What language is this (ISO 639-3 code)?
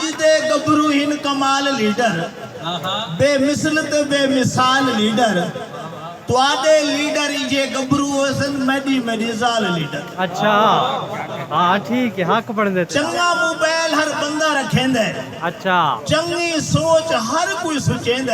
skr